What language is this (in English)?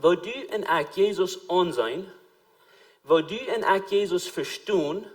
Plautdietsch